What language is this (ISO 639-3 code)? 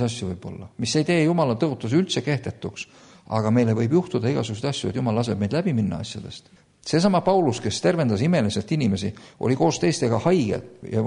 est